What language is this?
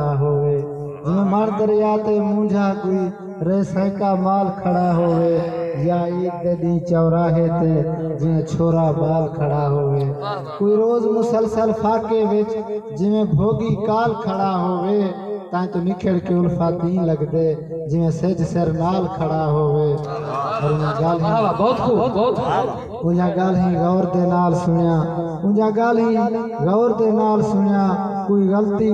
Saraiki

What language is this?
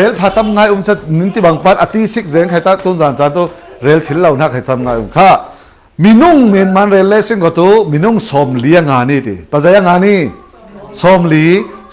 Falam Chin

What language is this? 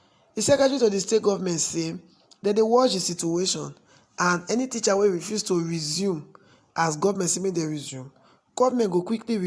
Nigerian Pidgin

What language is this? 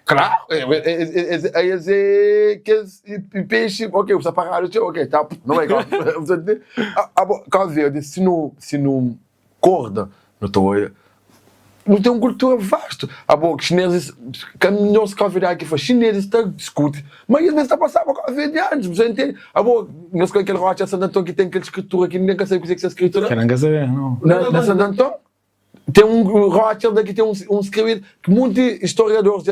Kabuverdianu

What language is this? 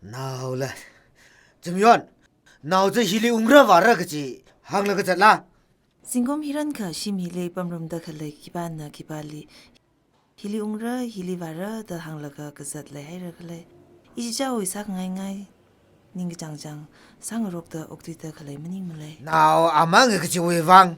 Tangkhul Naga (India)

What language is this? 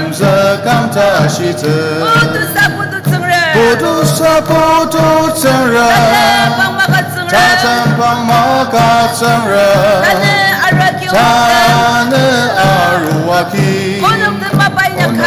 Ao Naga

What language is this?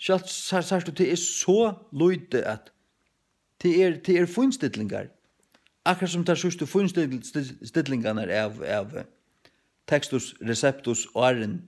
Faroese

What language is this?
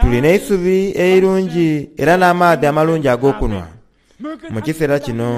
Soga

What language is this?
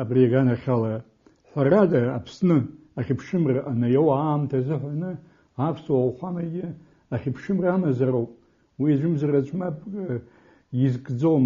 Abkhazian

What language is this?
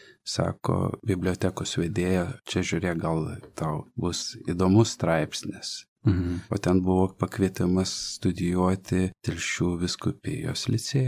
Lithuanian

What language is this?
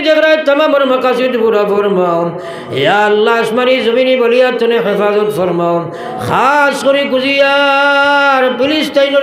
Sylheti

